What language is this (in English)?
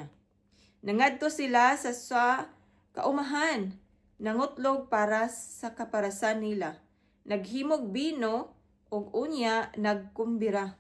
Cebuano